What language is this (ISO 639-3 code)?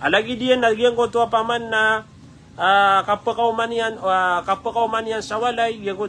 mrw